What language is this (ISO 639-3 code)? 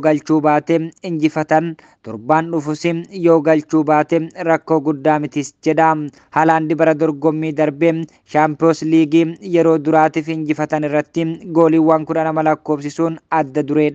orm